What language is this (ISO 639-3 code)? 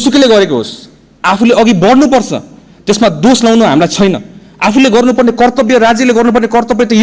nep